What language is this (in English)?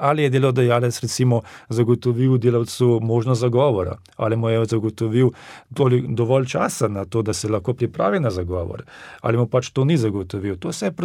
Slovenian